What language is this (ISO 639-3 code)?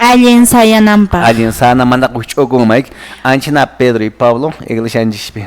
que